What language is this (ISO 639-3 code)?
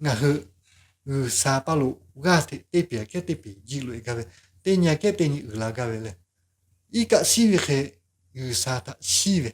lhu